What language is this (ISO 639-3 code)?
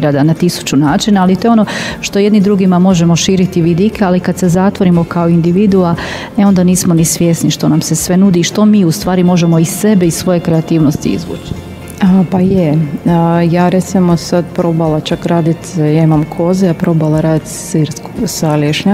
hrv